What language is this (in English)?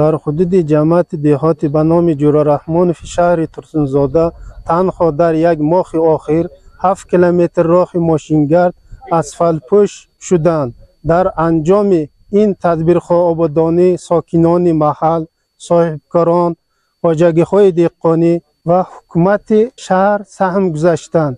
Tajik